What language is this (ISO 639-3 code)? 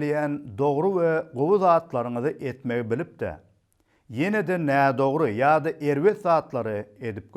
tuk